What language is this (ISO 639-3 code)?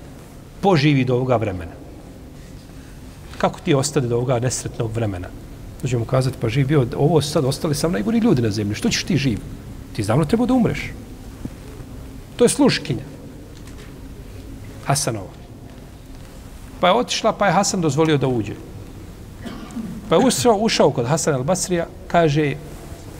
bos